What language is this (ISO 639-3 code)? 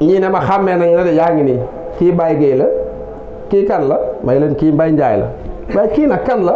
wol